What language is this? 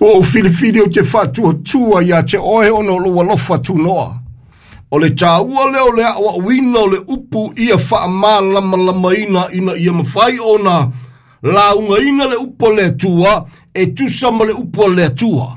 Samoan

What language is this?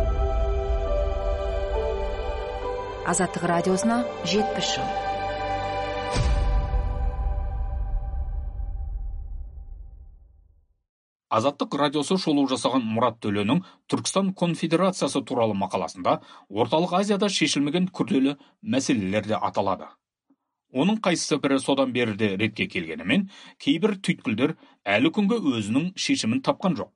Kazakh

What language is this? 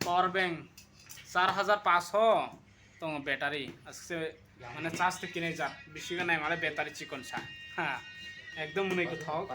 Kok Borok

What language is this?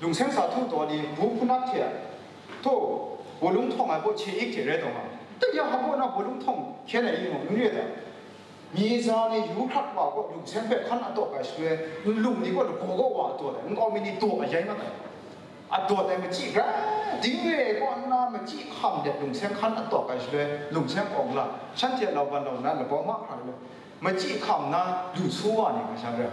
Kachin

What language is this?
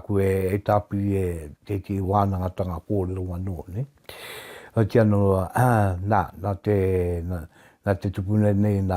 Māori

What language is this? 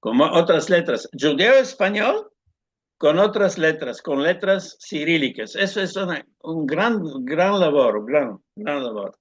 Ladino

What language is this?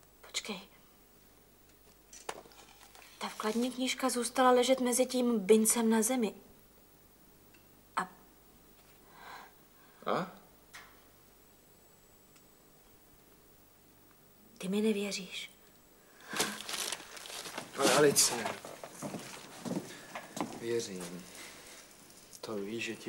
Czech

